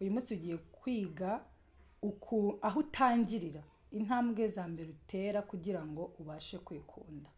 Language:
Kinyarwanda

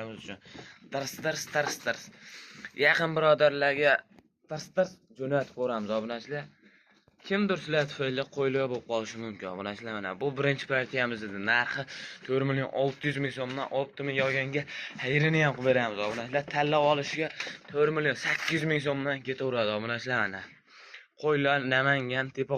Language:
Uzbek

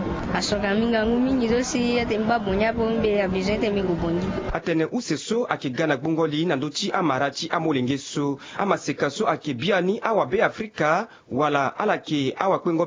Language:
Sango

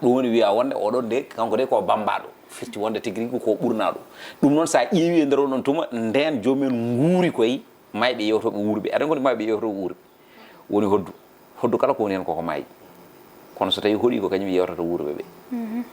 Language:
Fula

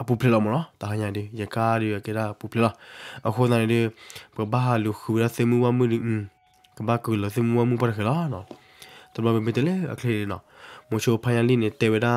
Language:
S'gaw Karen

